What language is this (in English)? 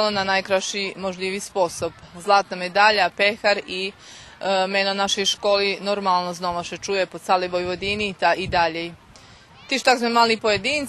Rusyn